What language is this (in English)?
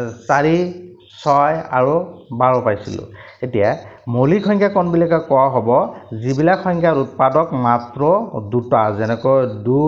Assamese